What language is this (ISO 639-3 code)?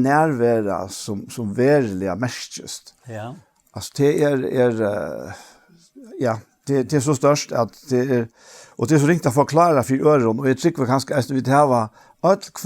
fao